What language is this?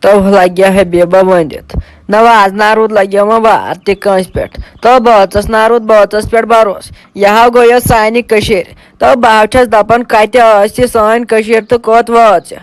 Kashmiri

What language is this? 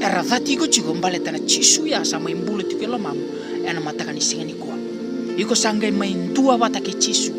Fijian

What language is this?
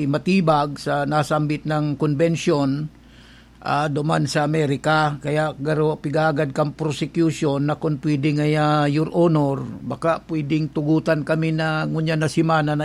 Bikol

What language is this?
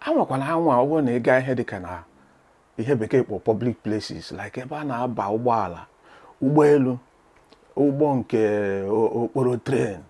Igbo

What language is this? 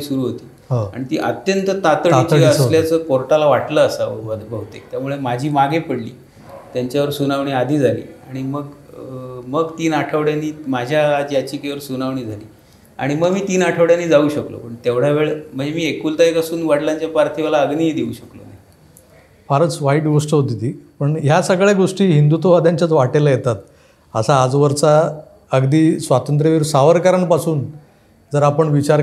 Marathi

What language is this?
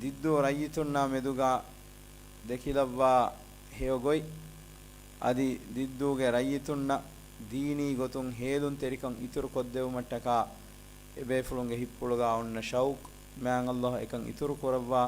Divehi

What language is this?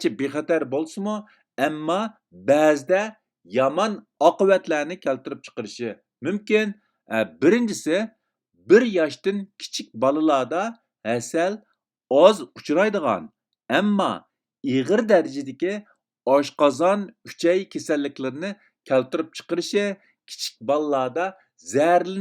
Uyghur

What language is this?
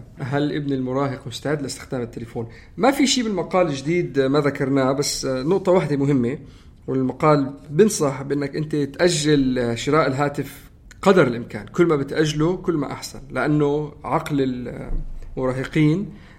North Levantine Arabic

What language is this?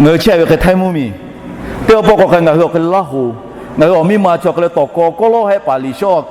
Lahu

